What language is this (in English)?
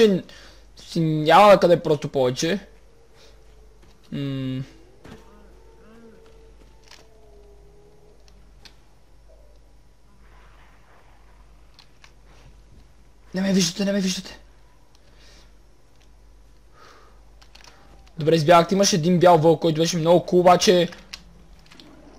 Bulgarian